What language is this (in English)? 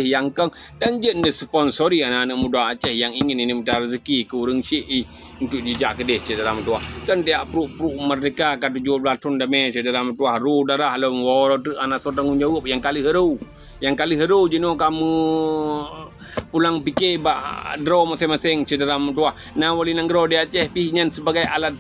Achinese